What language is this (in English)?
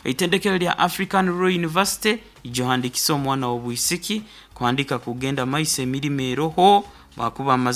Nyoro